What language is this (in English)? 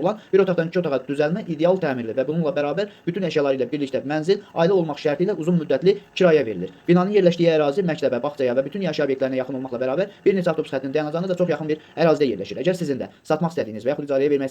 Azerbaijani